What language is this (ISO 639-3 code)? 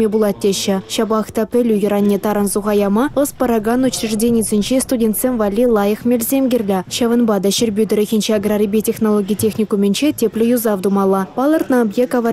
chv